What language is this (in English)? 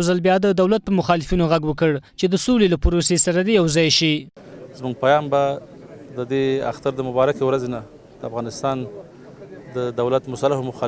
Pashto